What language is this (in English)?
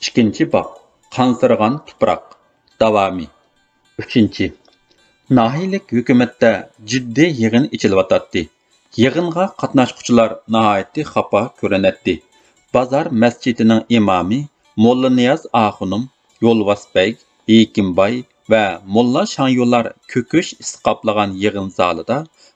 Uyghur